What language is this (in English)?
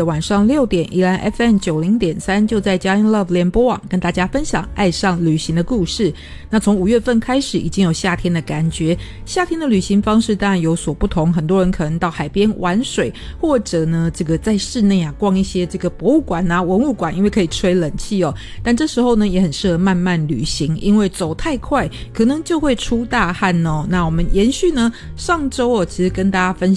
Chinese